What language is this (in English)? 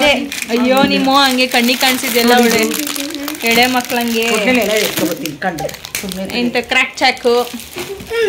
Kannada